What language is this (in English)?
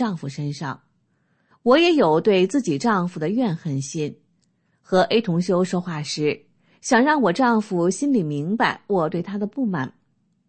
Chinese